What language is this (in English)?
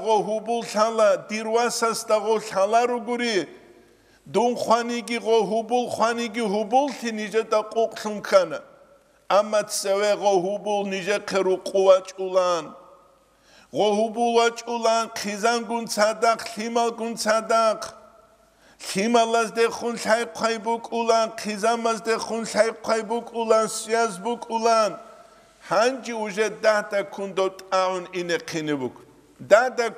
Avaric